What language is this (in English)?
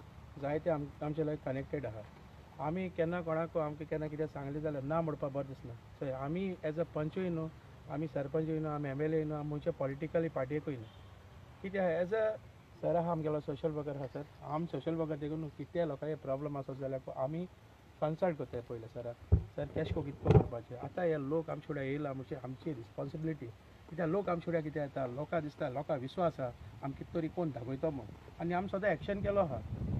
Konkani